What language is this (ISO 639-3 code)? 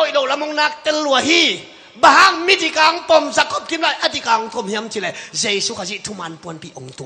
ctd